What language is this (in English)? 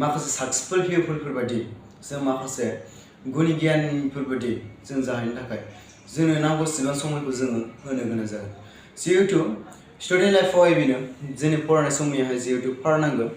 Bodo